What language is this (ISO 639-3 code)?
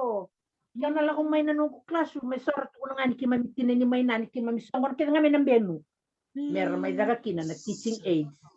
fij